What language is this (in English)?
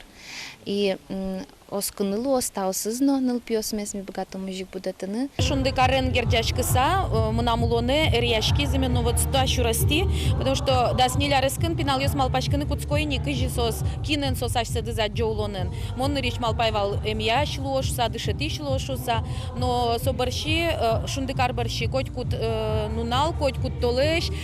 Udmurt